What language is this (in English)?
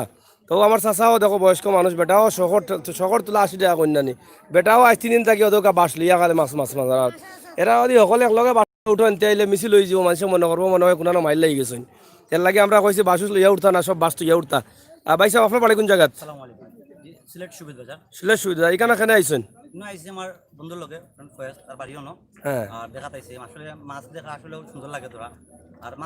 Sylheti